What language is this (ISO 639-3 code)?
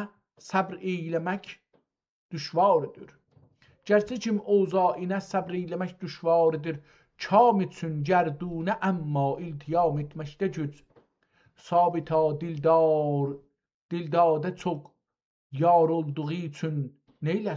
azb